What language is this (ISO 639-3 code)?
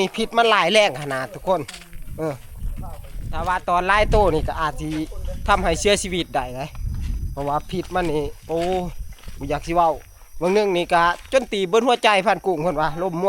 tts